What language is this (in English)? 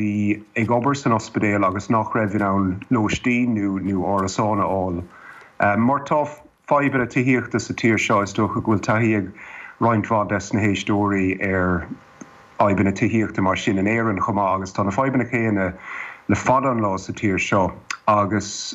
Irish